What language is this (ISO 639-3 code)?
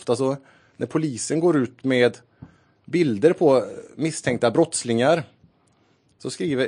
swe